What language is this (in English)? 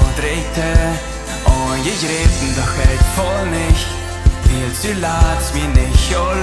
Plautdietsch